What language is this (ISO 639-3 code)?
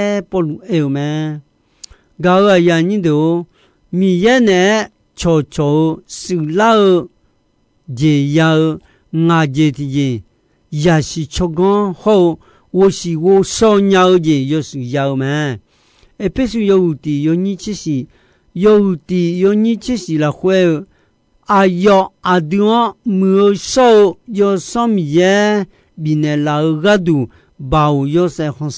ahk